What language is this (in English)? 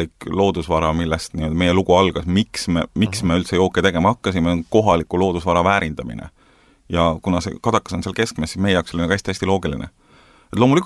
Estonian